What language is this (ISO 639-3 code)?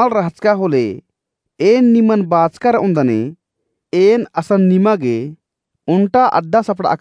kru